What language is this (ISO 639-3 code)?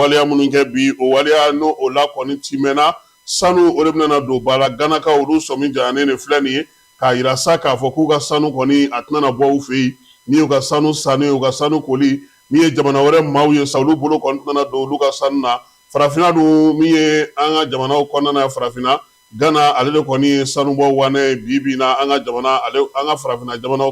bam